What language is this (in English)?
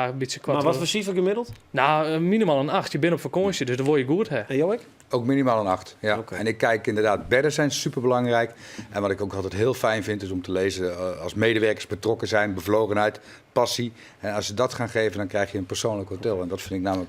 Western Frisian